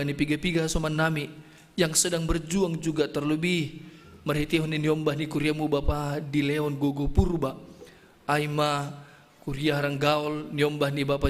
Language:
Batak Simalungun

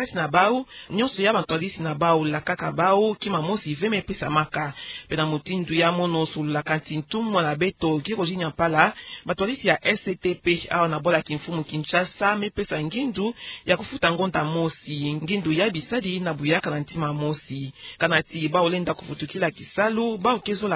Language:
Kituba (Democratic Republic of Congo)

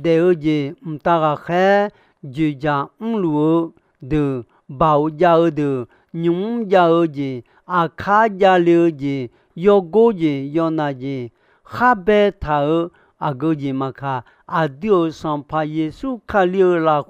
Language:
Akha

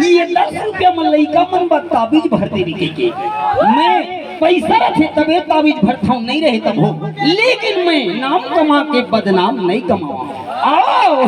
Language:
Chhattisgarhi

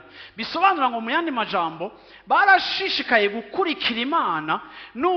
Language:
Rundi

